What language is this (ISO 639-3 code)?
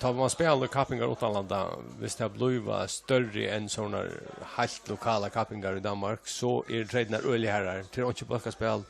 fao